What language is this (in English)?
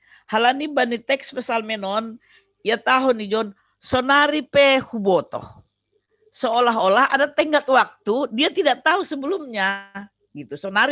Batak Simalungun